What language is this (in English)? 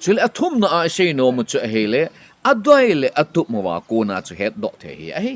Thado Chin